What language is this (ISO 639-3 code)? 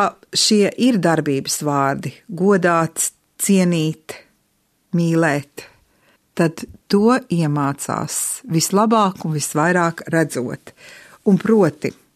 lav